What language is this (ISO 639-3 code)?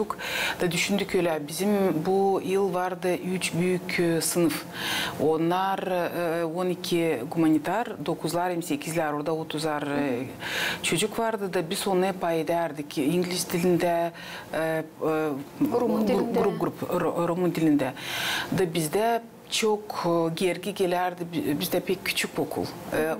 gag